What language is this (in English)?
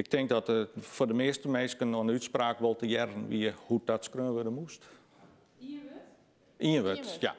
Western Frisian